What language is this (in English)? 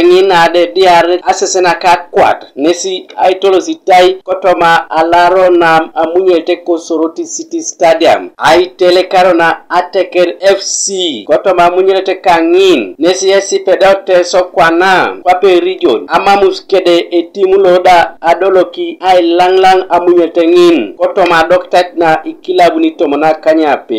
Teso